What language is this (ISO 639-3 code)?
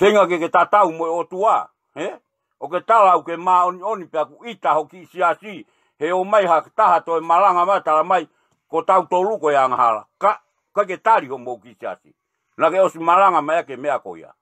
ton